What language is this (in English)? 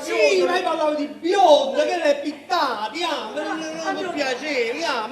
Neapolitan